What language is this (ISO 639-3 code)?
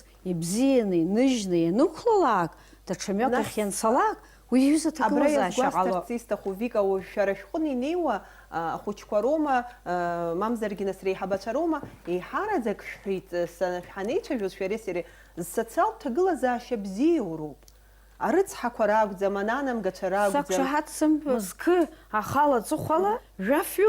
abk